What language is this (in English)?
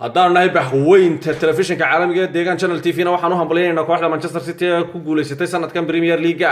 Somali